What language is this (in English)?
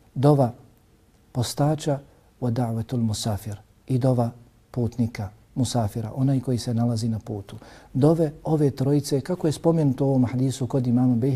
Bosnian